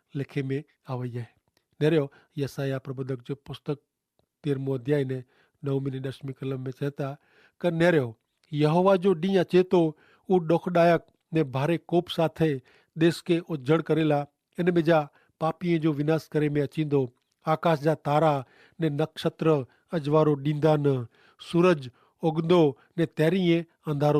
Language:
Kachhi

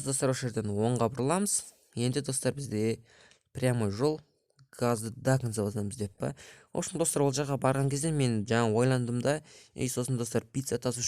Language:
Kazakh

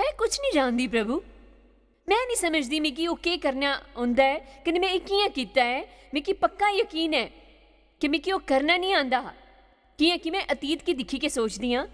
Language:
Dogri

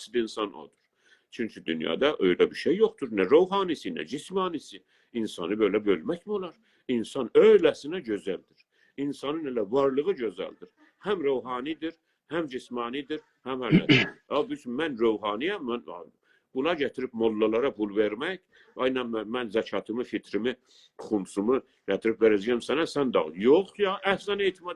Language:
South Azerbaijani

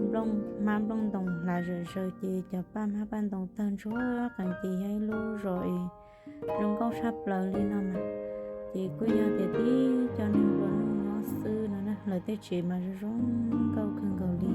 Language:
Hmong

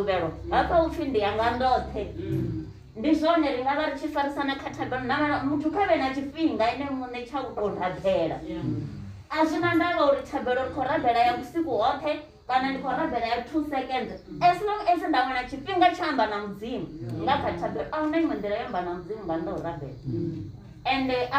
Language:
Venda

